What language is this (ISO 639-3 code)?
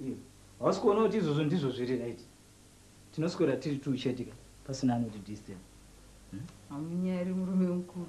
sna